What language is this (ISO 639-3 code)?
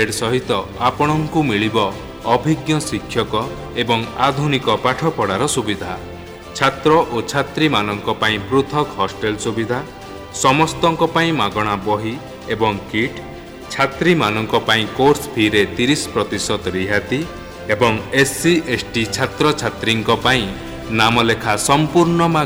ori